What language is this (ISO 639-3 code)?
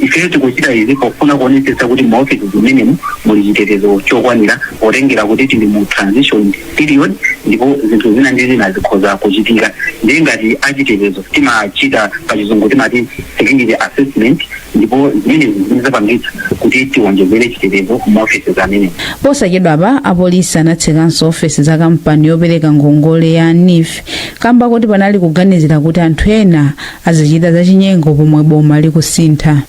nya